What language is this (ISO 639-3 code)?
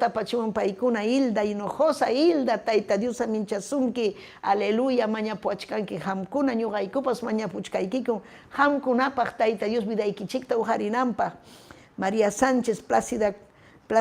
quy